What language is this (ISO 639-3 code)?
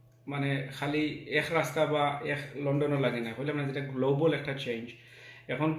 syl